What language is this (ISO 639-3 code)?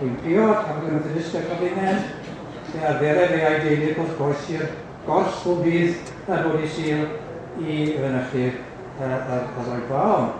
cym